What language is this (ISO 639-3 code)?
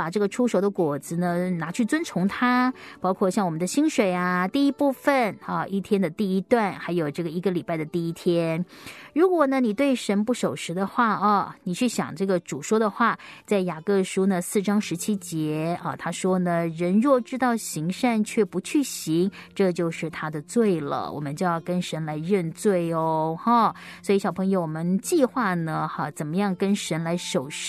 zho